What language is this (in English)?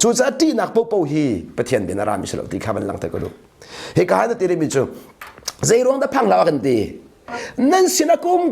Hakha Chin